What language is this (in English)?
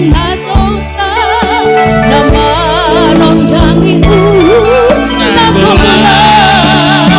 Batak Simalungun